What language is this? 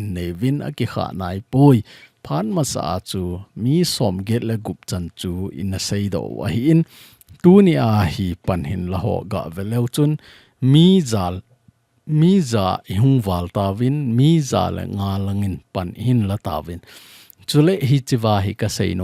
Thado Chin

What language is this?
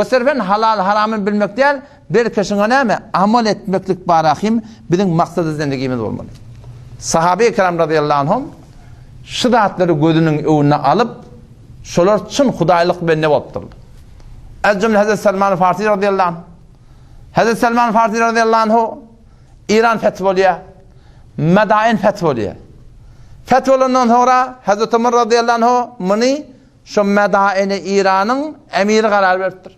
Turkmen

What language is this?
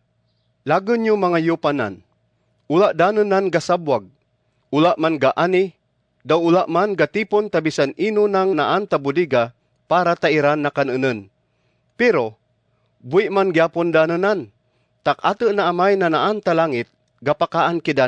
Kagayanen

